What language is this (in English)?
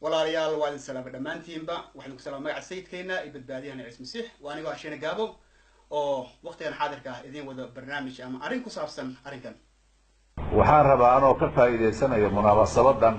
Somali